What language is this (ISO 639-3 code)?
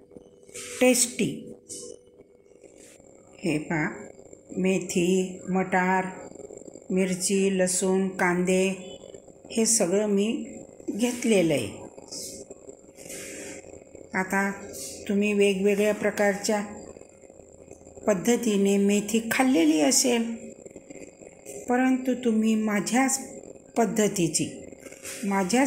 mar